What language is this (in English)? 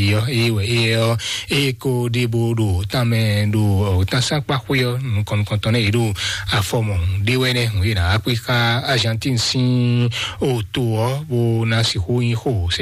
Fon